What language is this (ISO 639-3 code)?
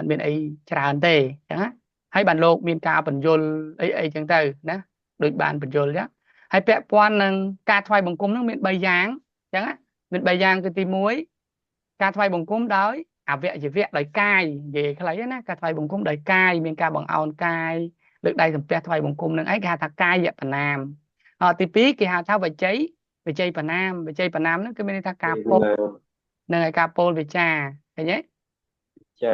khm